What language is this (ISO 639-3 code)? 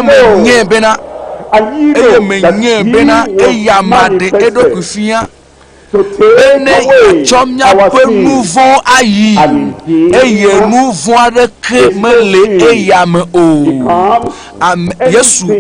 ewe